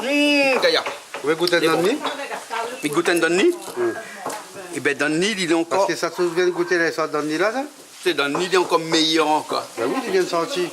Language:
Réunion Creole French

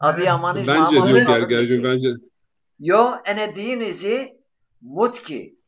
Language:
Zaza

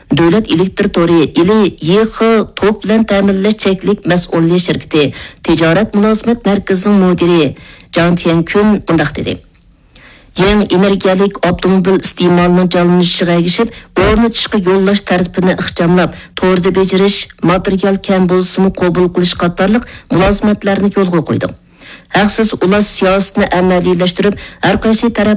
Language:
Uyghur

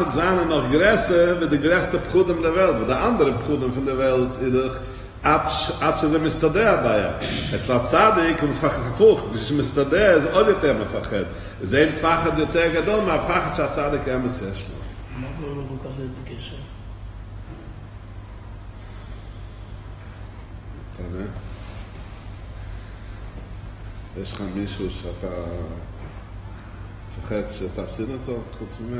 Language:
Hebrew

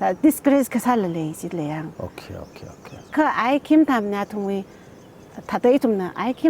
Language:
Tangkhul Naga (India)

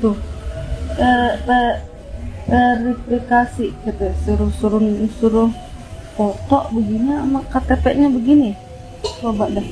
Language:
Betawi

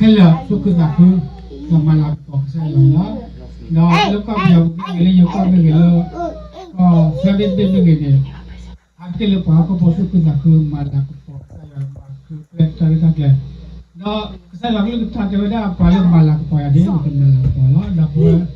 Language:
S'gaw Karen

